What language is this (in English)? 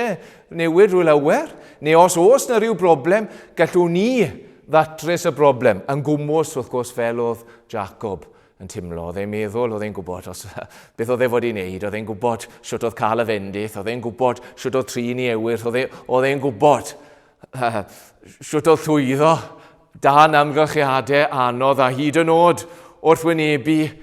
Welsh